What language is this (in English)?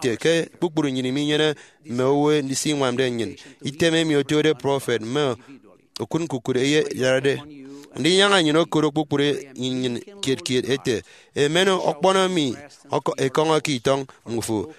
Efik